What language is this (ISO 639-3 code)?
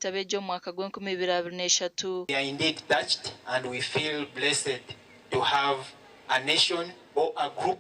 nyn